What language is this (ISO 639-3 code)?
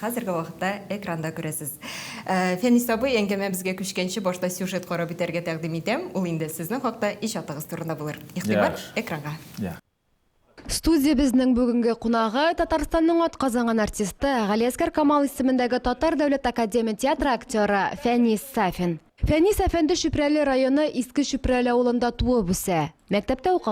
tat